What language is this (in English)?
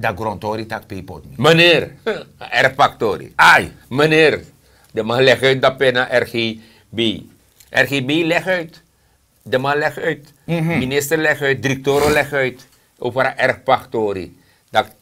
Sranan Tongo